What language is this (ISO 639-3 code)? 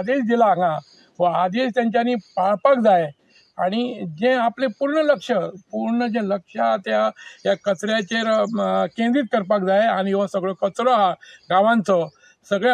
kok